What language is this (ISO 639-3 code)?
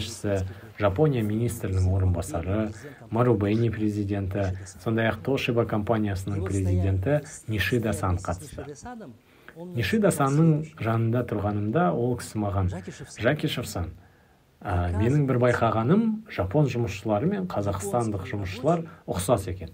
kaz